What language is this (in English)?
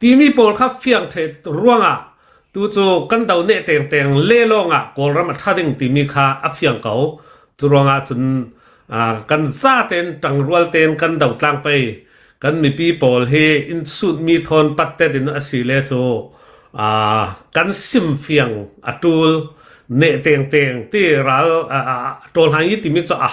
Hakha Chin